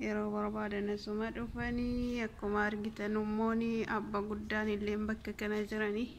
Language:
Oromo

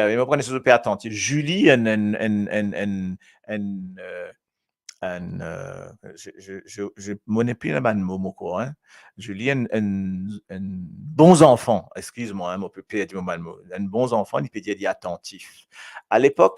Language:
Morisyen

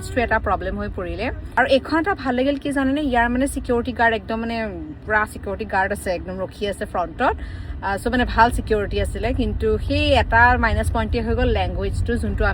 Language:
Assamese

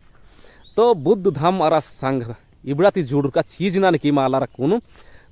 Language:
Kurukh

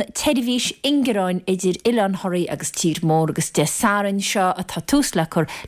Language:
Irish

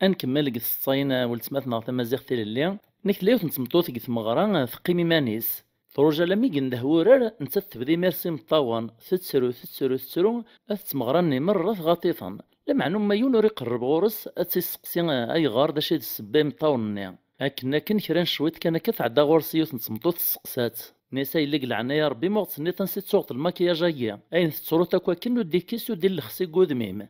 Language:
Kabyle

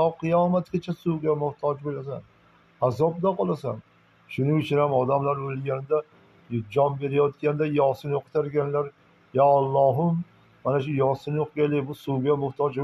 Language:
Uzbek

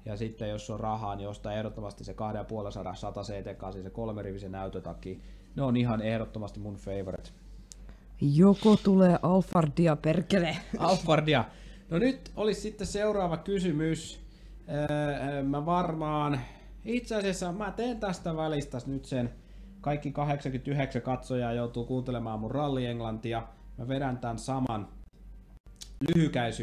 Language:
Finnish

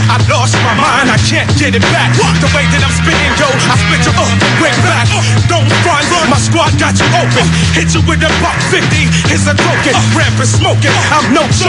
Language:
English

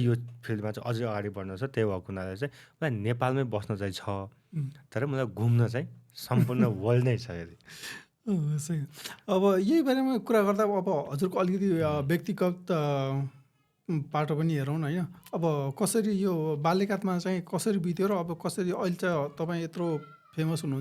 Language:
Nepali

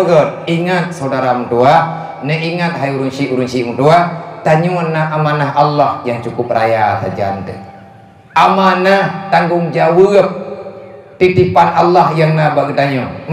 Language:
Achinese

